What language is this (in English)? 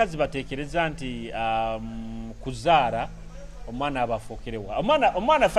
Nyoro